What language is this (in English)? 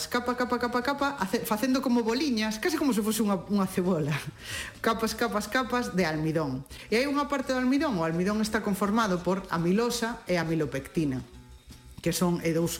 Galician